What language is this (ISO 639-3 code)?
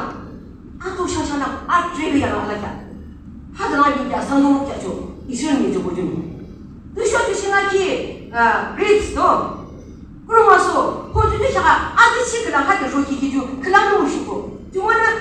yim